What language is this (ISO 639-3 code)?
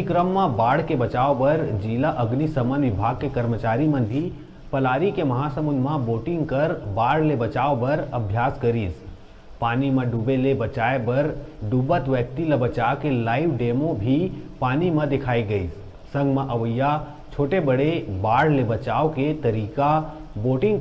hne